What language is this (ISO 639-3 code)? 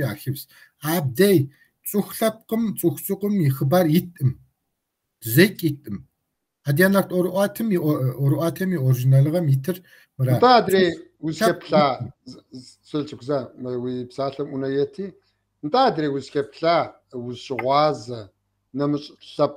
kbd